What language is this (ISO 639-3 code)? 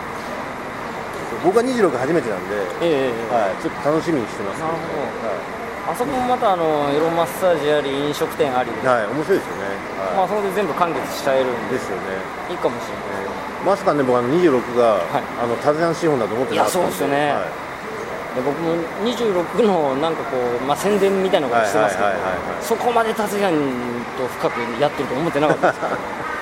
jpn